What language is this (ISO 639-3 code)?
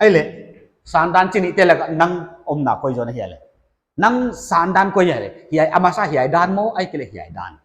pck